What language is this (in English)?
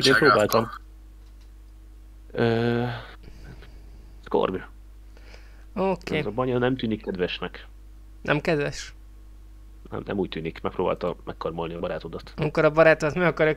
Hungarian